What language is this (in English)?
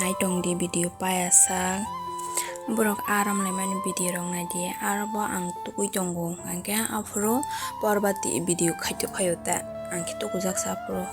Kok Borok